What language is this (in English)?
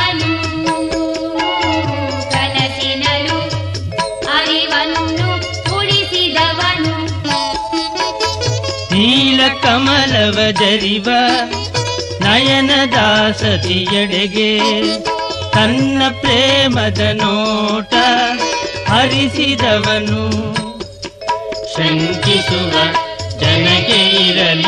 Kannada